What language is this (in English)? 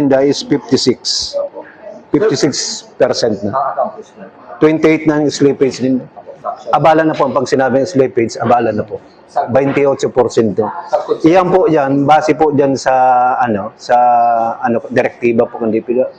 Bikol